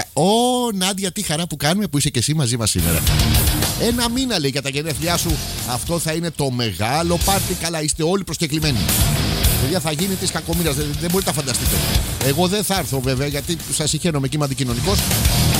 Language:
Greek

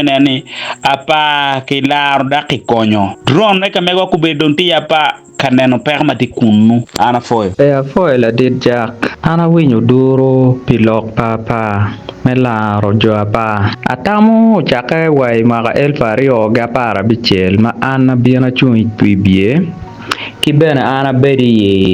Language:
Acoli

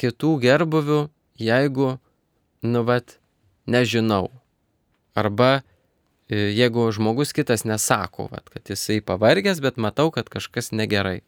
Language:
Lithuanian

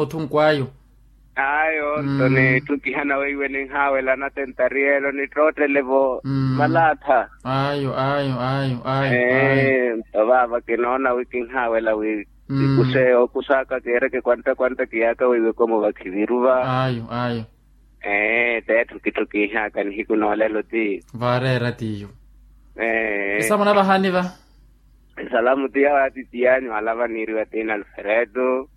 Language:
Makhuwa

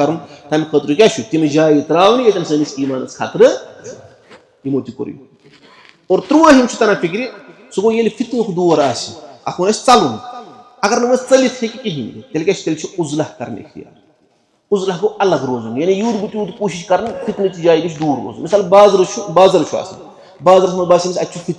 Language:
Kashmiri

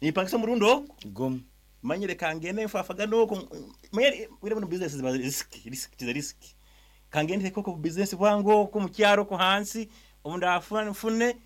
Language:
Nyankole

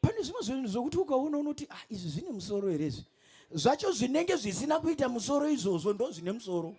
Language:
Shona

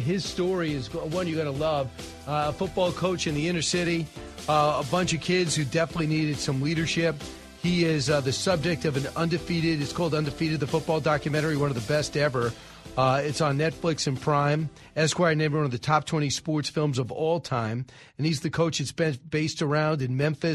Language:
English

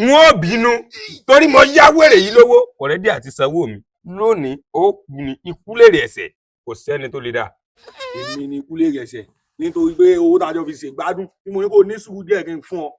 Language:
Yoruba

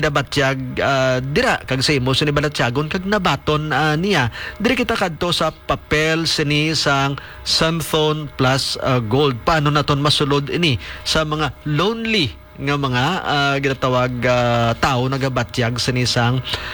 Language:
Hiligaynon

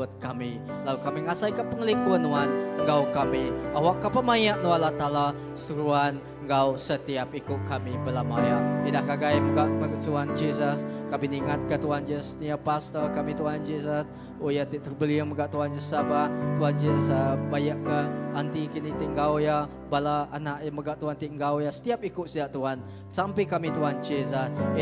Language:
Iban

